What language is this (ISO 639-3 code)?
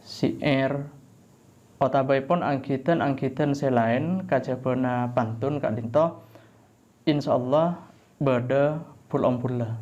mad